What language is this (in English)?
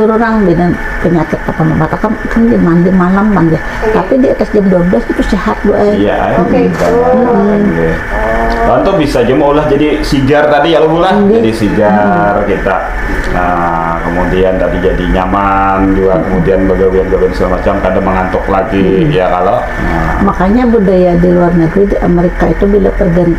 Banjar